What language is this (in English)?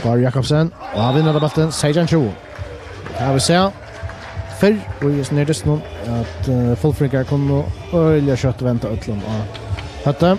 Faroese